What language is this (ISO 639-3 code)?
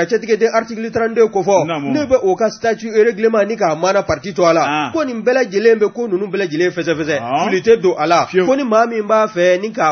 bam